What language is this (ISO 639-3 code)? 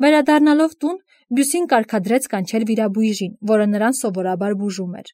hye